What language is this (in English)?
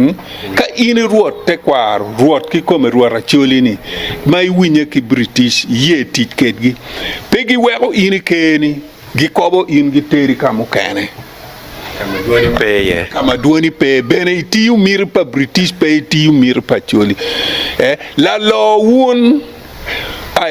Acoli